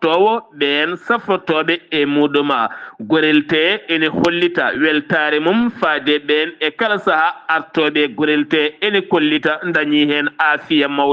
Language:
Fula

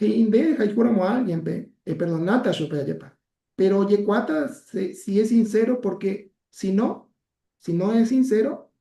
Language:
Guarani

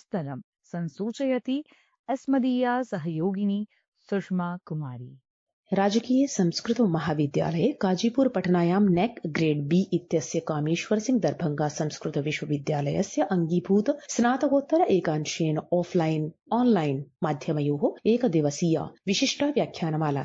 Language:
Sanskrit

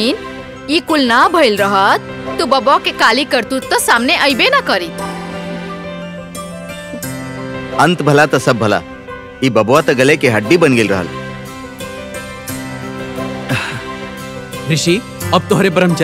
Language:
Bhojpuri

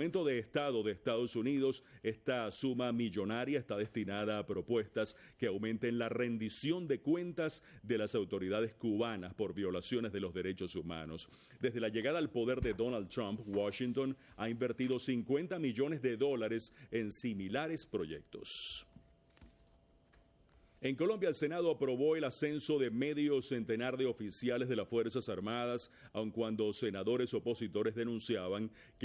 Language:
Spanish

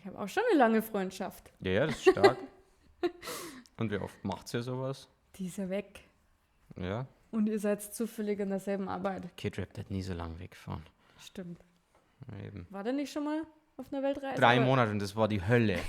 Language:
Bavarian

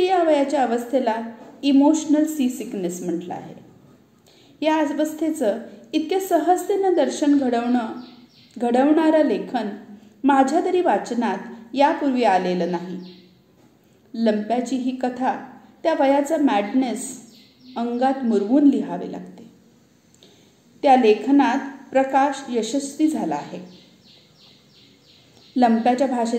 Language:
Marathi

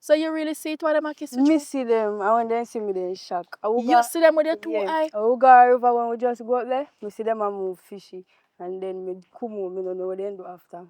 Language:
Jamaican Creole English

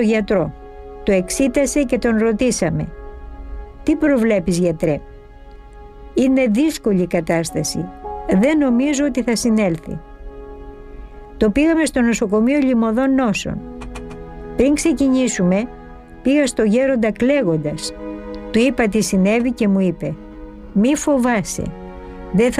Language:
Greek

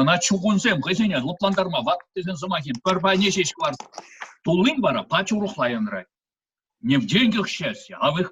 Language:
Chuvash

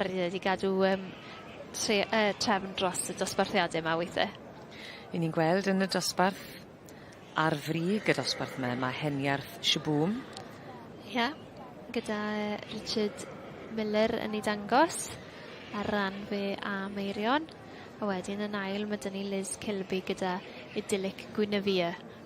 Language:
Welsh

